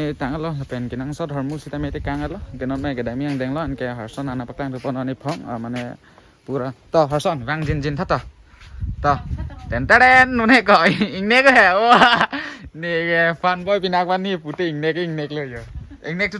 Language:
Karbi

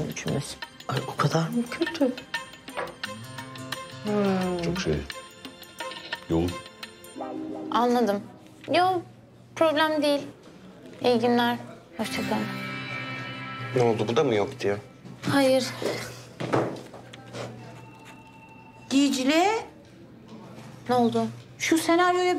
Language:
Turkish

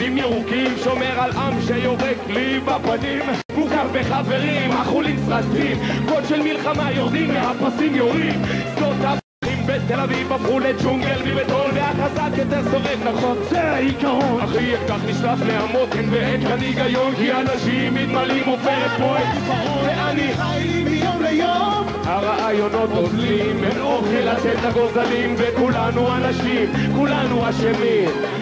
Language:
Hebrew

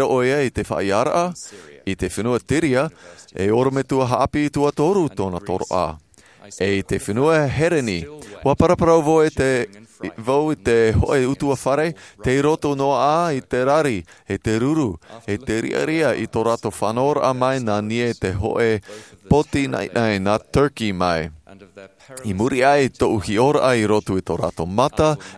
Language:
Tahitian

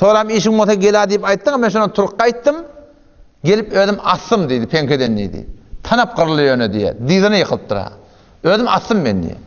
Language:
Turkmen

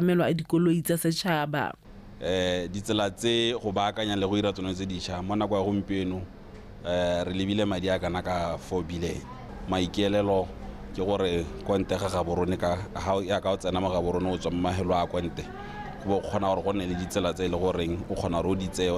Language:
Tswana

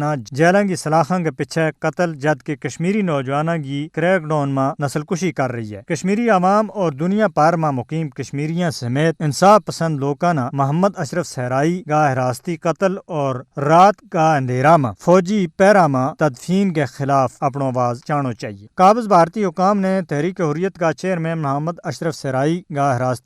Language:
Gujari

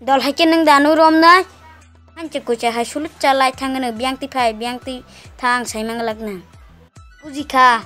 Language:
Kok Borok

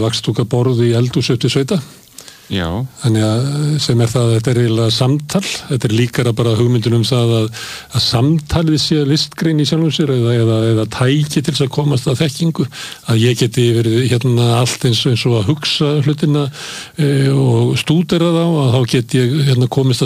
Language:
Icelandic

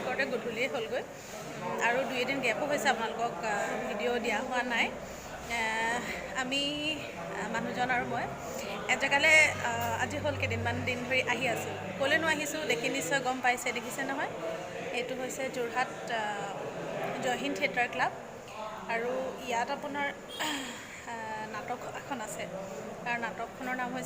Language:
Assamese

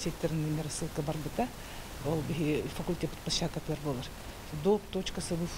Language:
Yakut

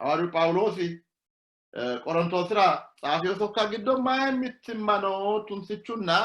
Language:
Sidamo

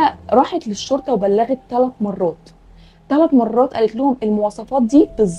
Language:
Egyptian Arabic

